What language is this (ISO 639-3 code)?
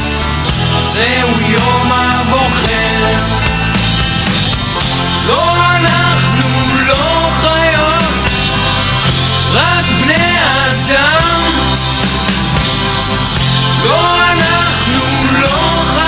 heb